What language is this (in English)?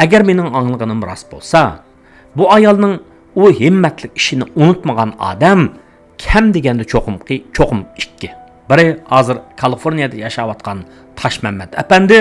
Uyghur